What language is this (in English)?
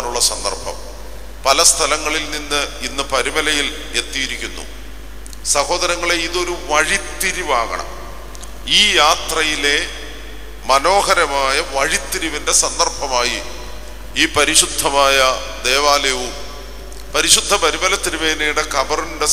Malayalam